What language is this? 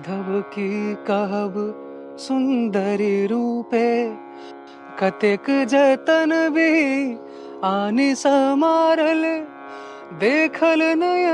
Maithili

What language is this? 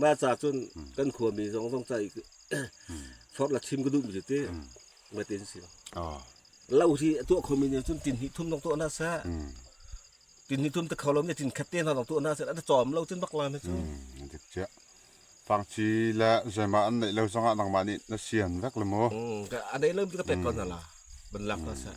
Falam Chin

